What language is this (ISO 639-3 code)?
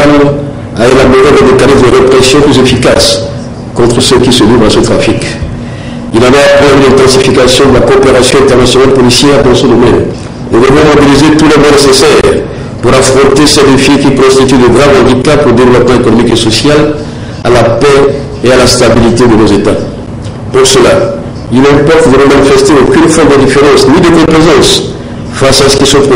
fra